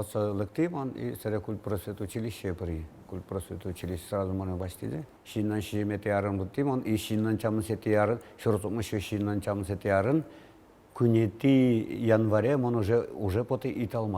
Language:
Udmurt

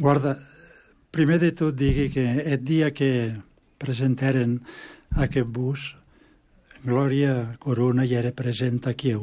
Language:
Catalan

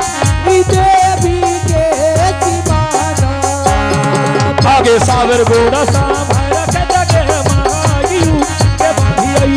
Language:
Angika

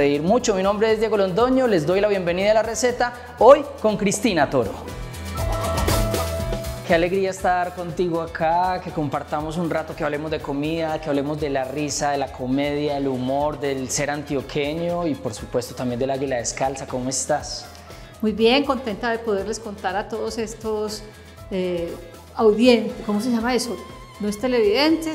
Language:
Spanish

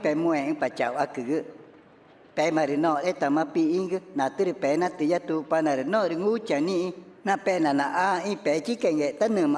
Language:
Ticuna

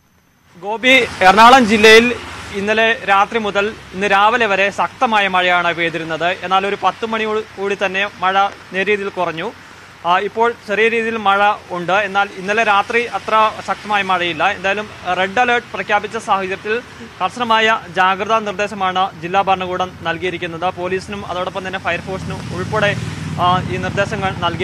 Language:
Malayalam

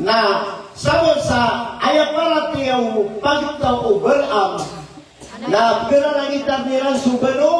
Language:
Maranao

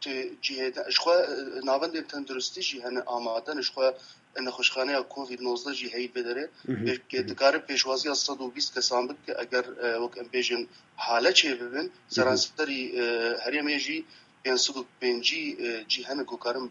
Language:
Kurdish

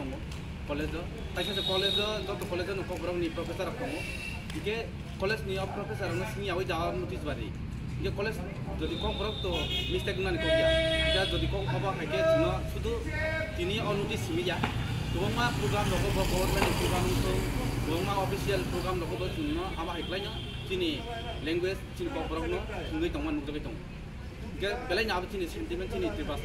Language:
Kok Borok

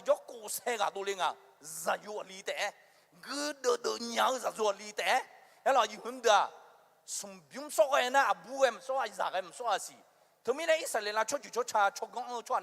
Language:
Akha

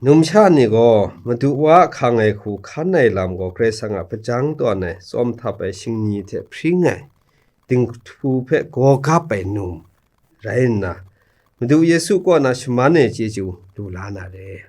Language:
Kachin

